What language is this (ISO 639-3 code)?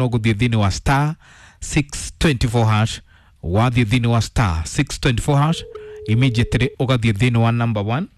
kik